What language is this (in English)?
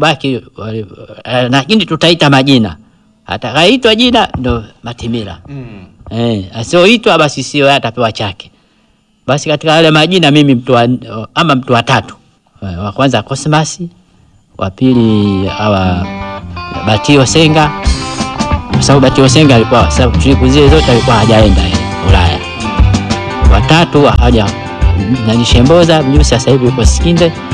Swahili